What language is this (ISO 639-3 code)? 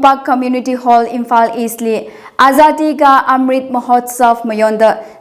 nmf